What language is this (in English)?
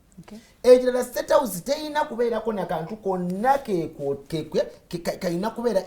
Ganda